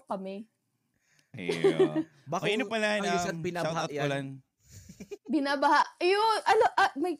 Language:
Bikol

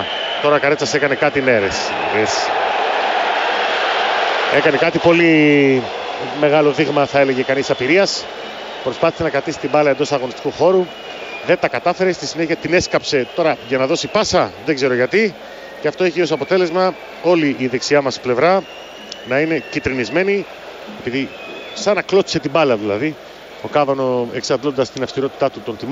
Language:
Greek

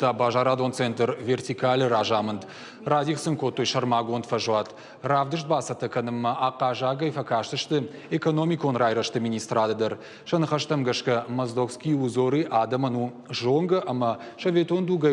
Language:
Ossetic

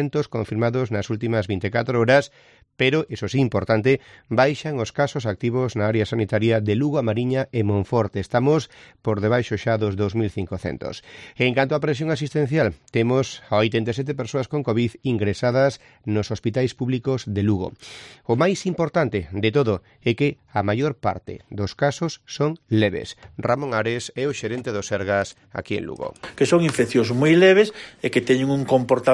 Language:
Galician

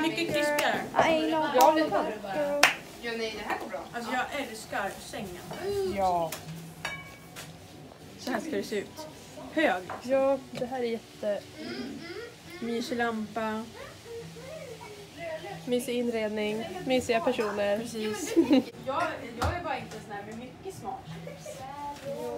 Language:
Swedish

